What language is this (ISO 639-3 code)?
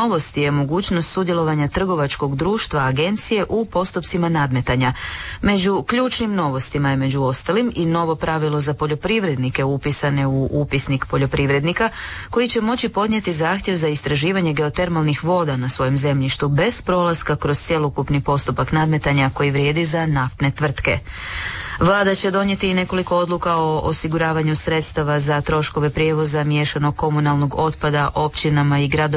hrv